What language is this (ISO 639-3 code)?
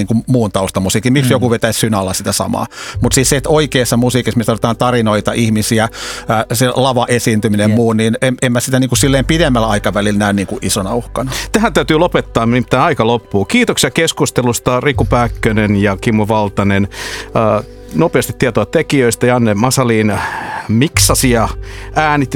fin